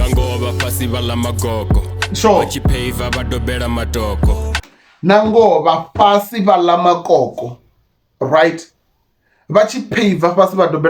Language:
Venda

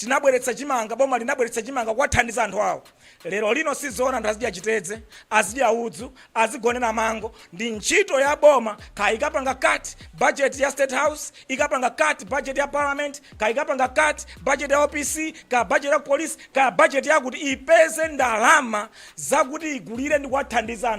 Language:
Nyanja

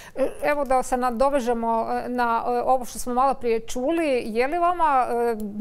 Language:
Croatian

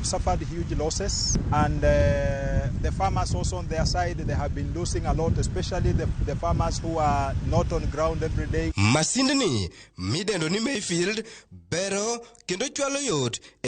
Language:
Luo (Kenya and Tanzania)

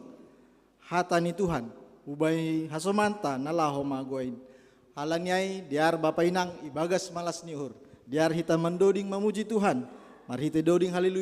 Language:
Batak Simalungun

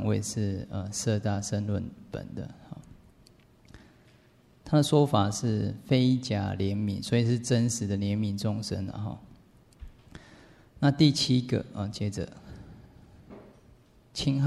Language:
Chinese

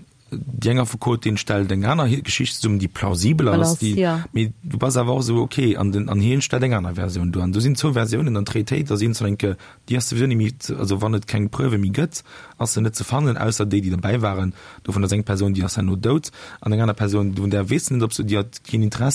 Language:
Luxembourgish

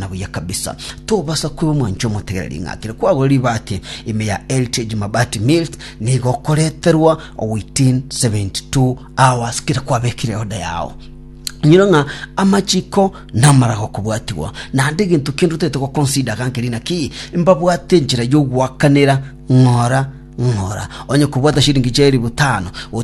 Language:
Gusii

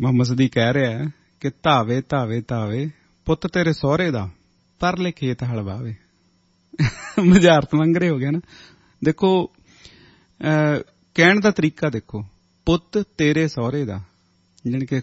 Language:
Punjabi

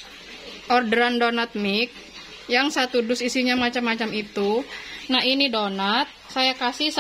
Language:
Indonesian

